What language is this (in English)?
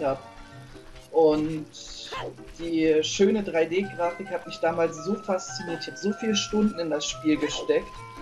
German